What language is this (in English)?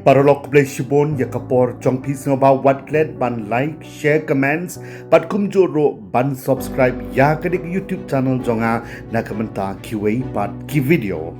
Khasi